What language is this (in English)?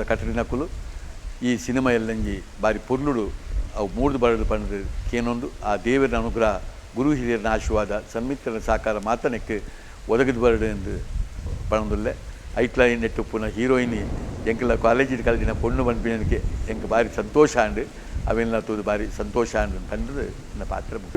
Tulu